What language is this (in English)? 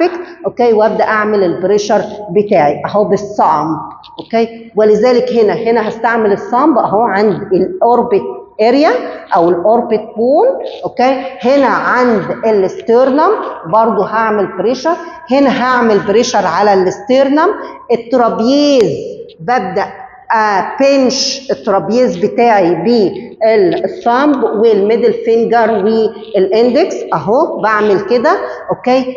Egyptian Arabic